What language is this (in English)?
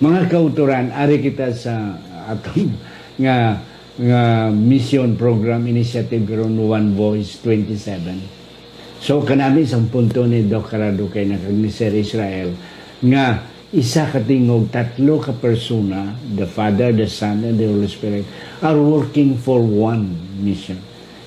Hiligaynon